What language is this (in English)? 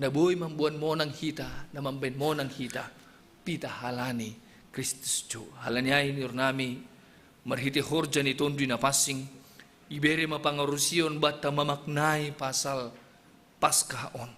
Batak Simalungun